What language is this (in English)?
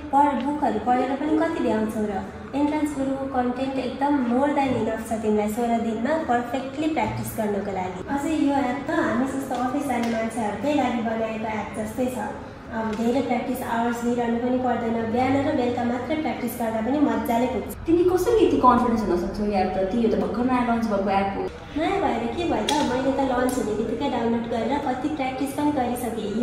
Nepali